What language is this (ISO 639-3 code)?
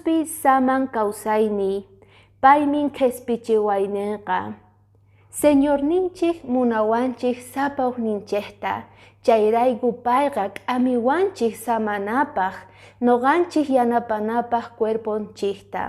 que